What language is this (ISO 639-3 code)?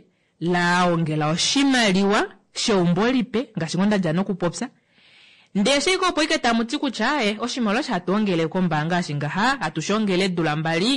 kua